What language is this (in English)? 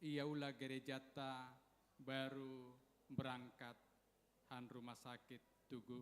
Batak Simalungun